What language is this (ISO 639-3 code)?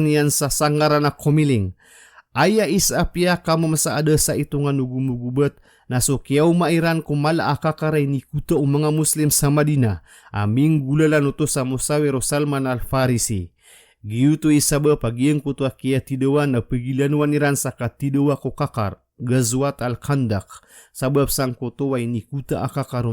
mrw